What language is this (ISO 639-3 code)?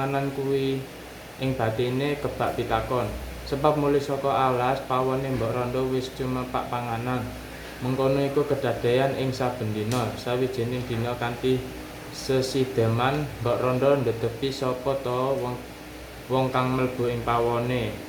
jav